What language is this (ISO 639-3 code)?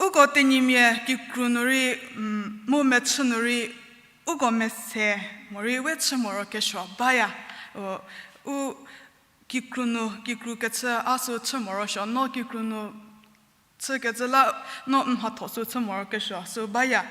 njm